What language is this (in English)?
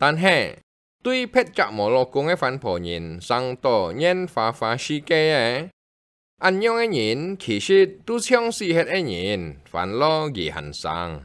Hakka Chinese